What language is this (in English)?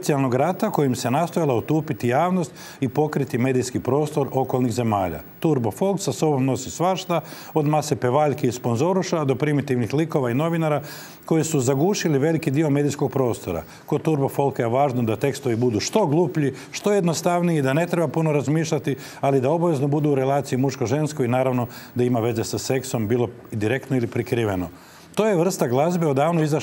Croatian